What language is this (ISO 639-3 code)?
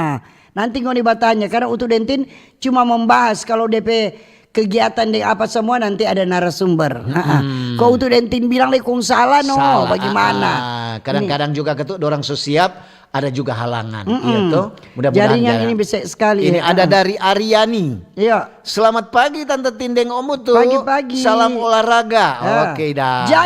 xmm